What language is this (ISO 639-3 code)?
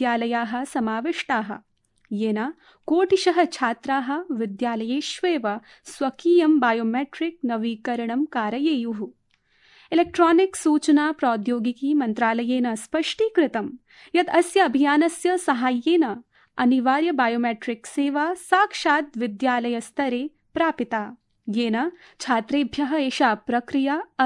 san